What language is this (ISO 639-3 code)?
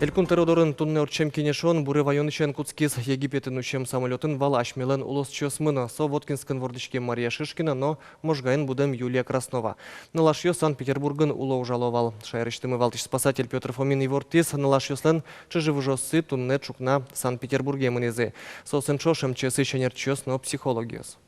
udm